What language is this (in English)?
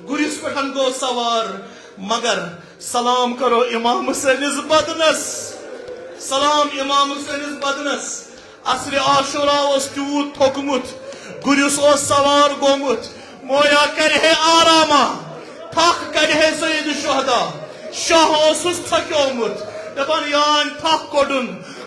Kashmiri